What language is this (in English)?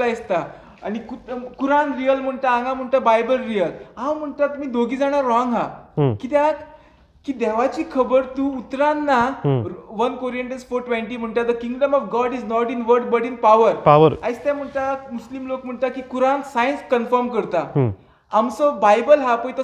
Konkani